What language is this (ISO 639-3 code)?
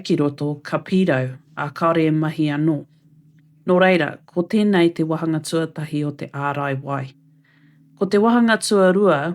mri